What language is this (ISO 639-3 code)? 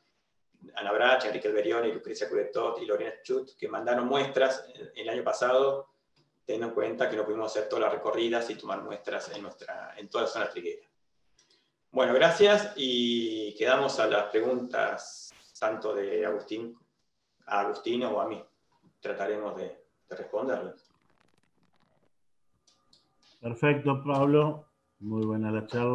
spa